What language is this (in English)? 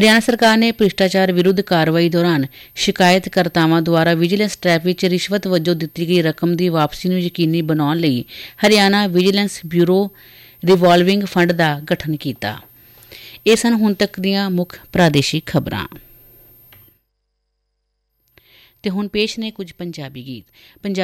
Punjabi